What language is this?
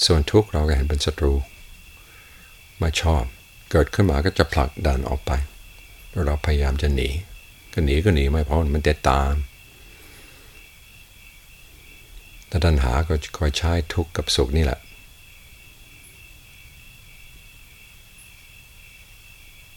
Thai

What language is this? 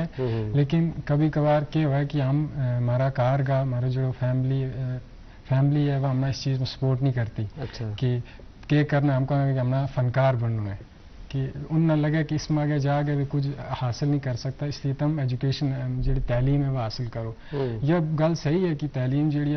Gujari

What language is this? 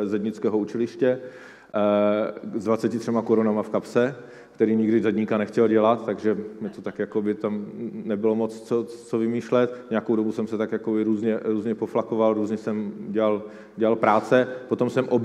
Czech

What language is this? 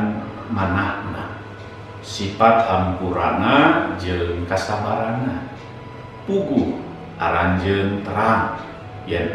Sundanese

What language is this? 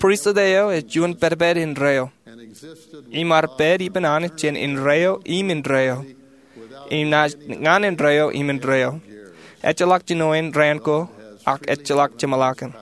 Marshallese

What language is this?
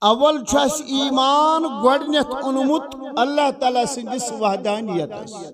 Kashmiri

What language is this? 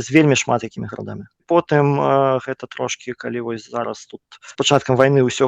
Belarusian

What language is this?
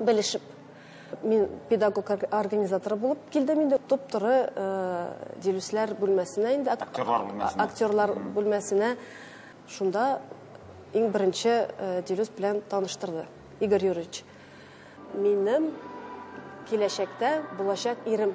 Tatar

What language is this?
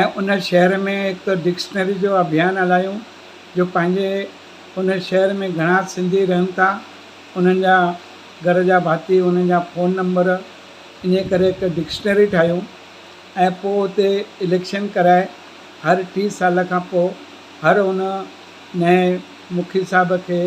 Sindhi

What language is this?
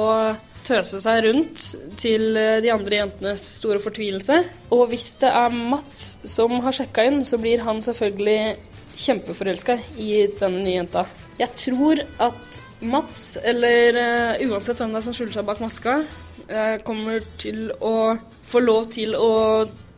Norwegian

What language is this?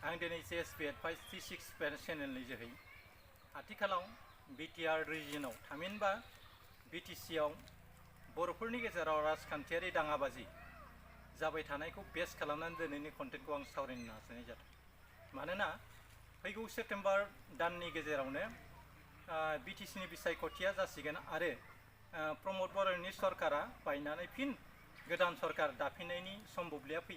Bodo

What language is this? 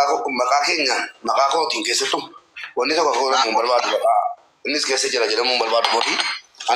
Oromo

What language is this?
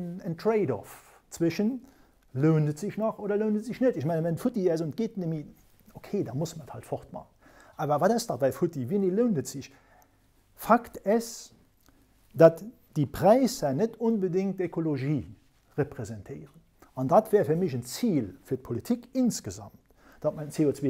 Luxembourgish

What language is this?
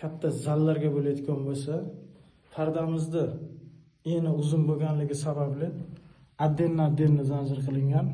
Uzbek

